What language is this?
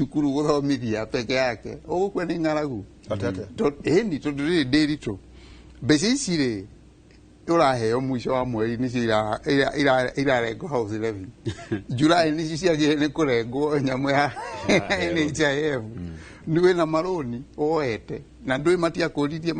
Kikuyu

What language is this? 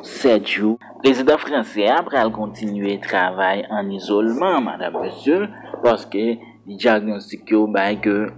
Haitian Creole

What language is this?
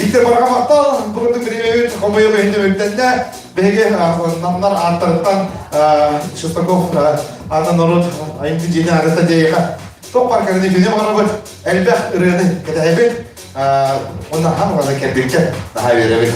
Yakut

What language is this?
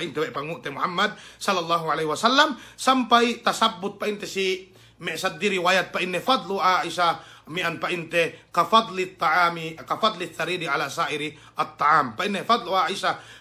Yakan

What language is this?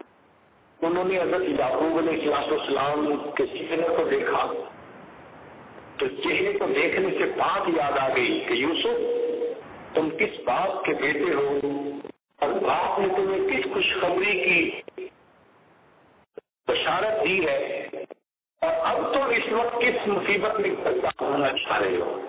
Urdu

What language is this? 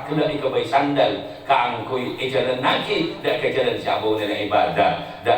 Madurese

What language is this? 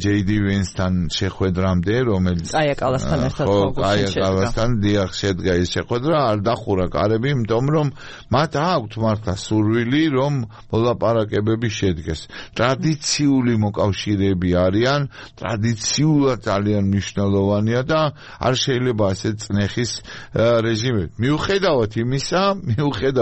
Georgian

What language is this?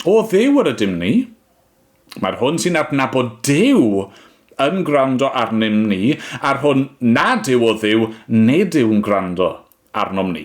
Welsh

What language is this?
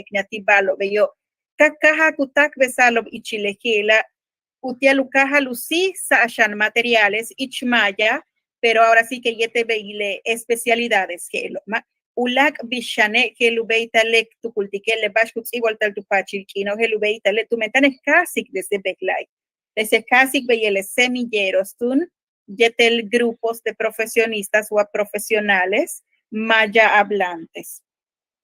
Yucateco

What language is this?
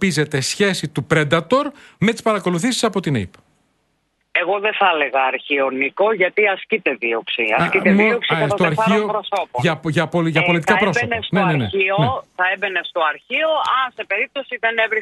Greek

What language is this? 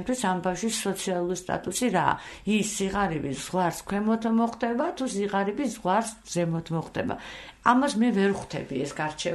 Georgian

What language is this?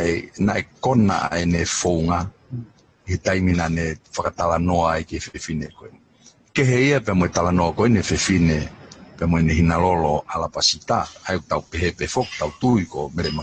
Tongan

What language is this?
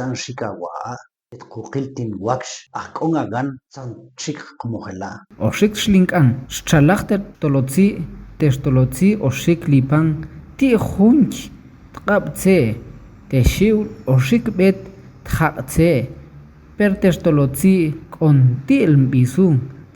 Tektiteko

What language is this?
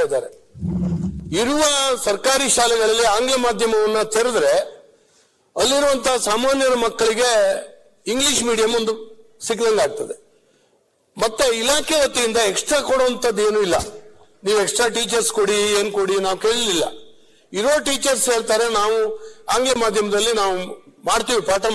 Kannada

